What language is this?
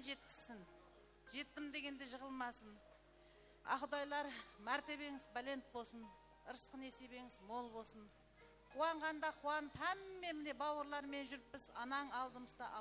Kara-Kalpak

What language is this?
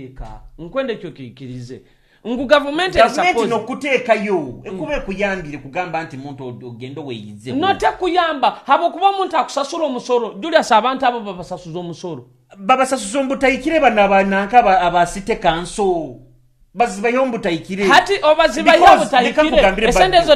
Nyoro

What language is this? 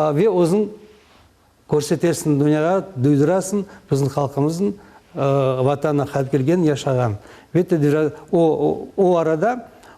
Crimean Tatar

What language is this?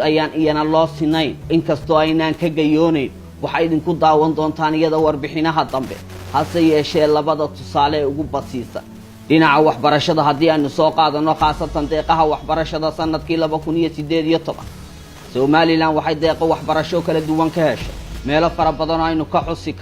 Somali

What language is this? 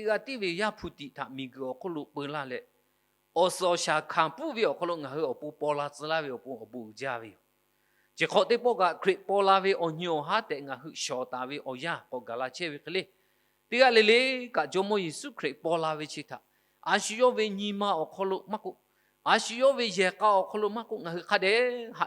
Lahu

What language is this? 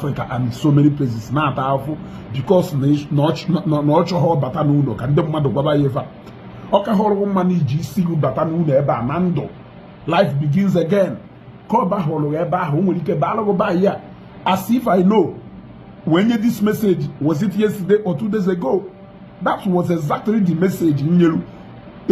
Igbo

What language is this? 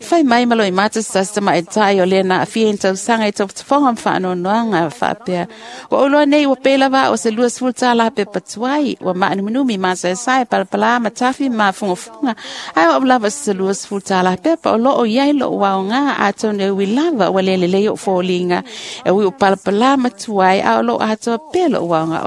Samoan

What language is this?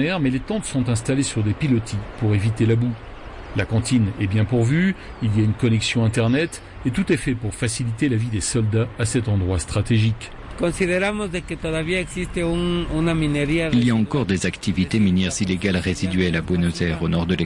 French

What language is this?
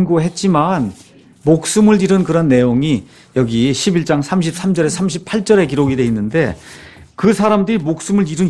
Korean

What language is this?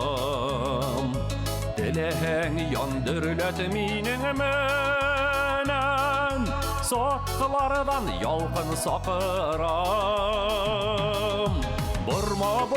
Bashkir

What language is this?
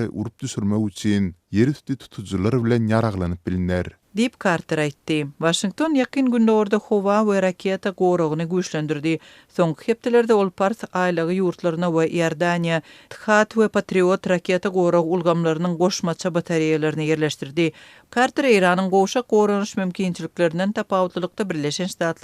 Turkmen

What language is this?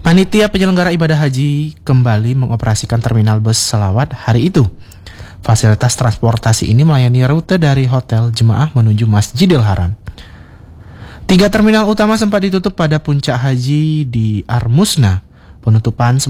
Indonesian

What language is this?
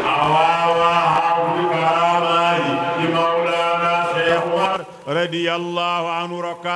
Fula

